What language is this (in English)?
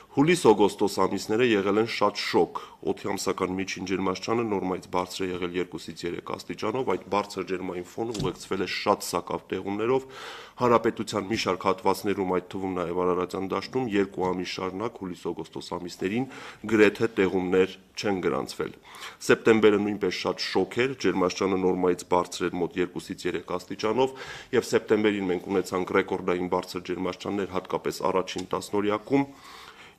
Armenian